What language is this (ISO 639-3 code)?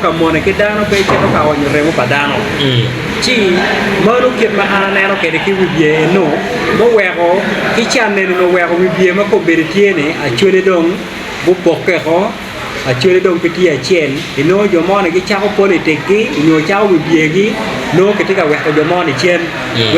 ach